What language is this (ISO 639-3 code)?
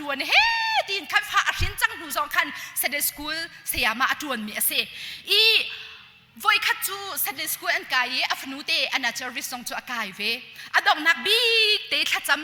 cnh